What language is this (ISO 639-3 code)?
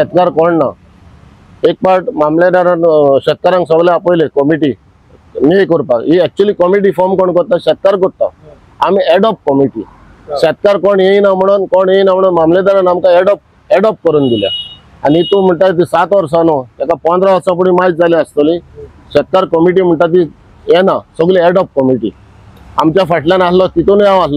kok